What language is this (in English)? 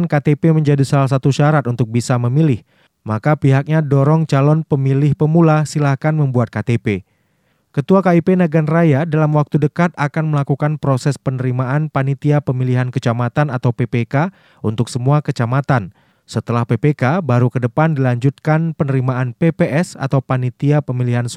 Indonesian